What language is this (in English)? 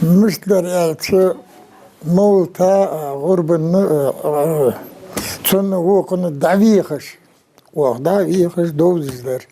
Ingush